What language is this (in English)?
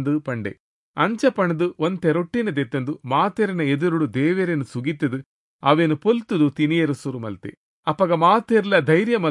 Tulu